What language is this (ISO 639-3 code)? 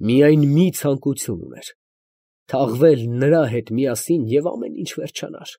hye